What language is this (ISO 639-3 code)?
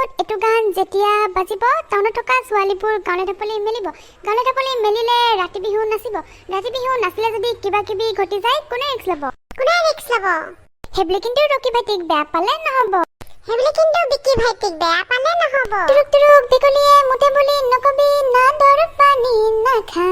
asm